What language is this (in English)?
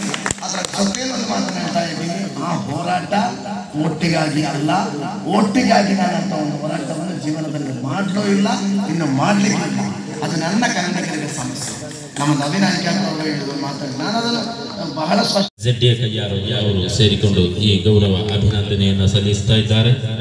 Kannada